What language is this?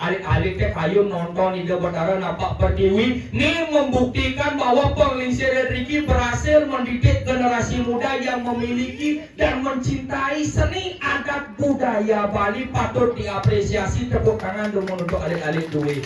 Balinese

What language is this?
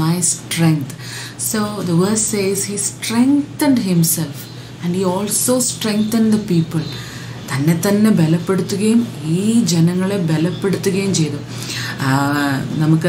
Malayalam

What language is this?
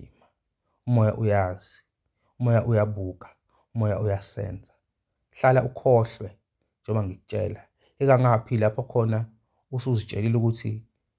Zulu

